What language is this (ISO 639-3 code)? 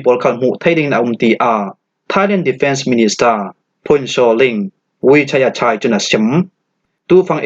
cfm